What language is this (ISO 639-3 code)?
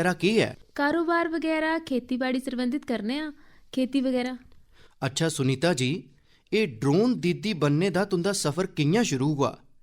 doi